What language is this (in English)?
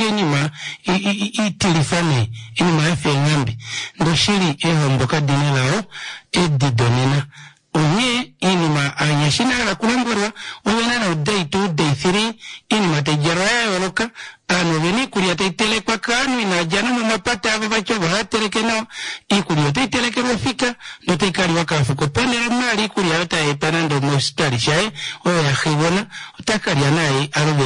Kuanyama